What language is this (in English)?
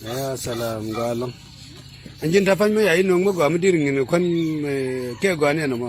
Nuer